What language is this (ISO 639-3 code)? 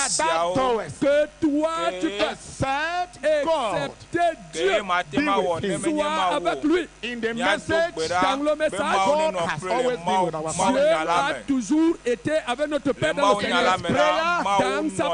ewe